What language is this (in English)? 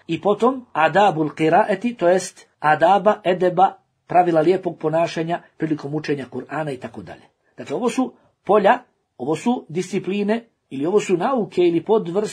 Bosnian